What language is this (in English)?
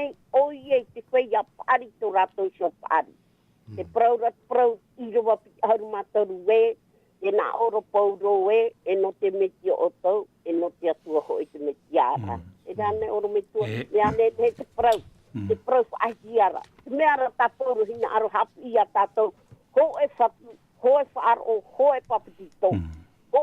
Tahitian